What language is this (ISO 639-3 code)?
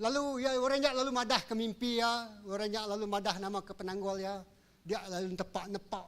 iba